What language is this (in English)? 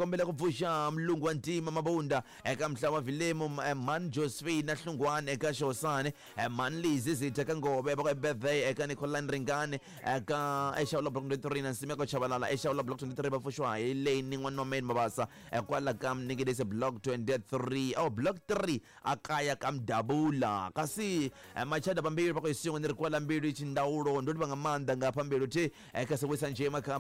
Tsonga